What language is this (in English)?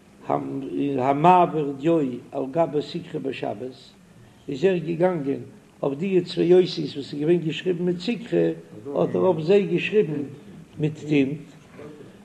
Yiddish